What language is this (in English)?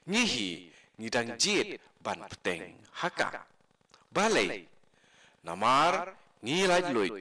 Khasi